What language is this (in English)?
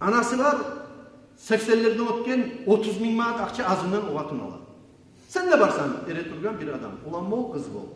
Kumyk